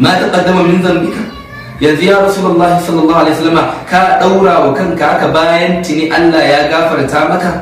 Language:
Hausa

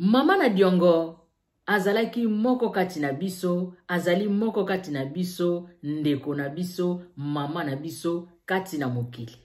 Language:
Lingala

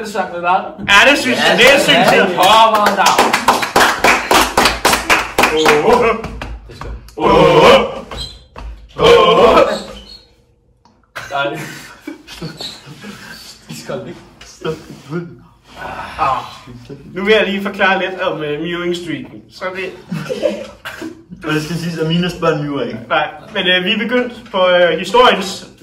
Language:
Danish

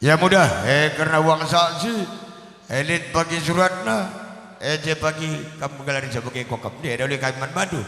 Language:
Batak Karo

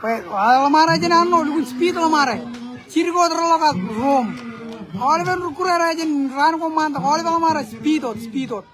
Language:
Marshallese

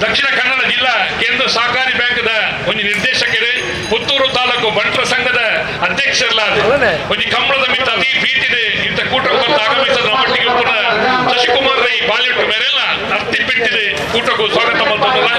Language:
Tulu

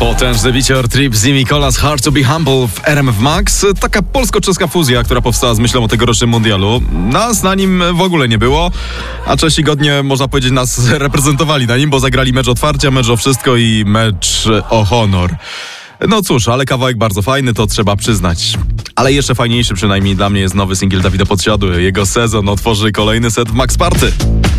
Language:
Polish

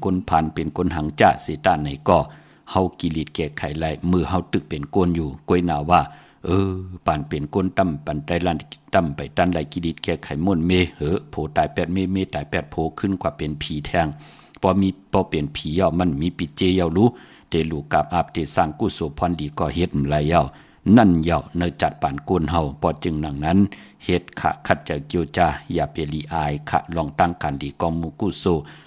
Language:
Shan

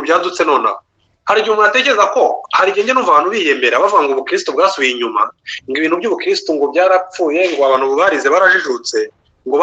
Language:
Kinyarwanda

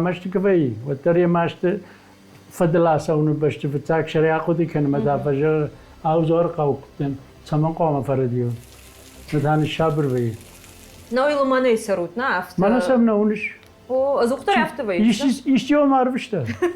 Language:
Ossetic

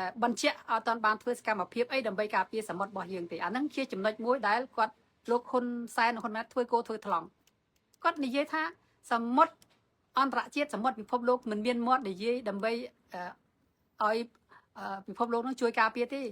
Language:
Khmer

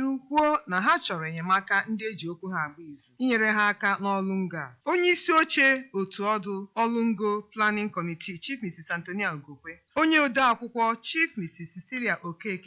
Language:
Igbo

